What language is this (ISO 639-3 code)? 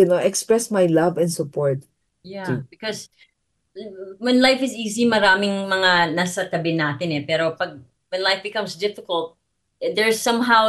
fil